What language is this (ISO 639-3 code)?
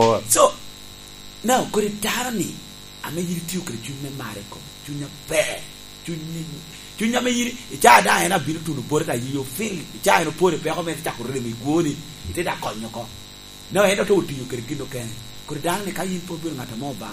laj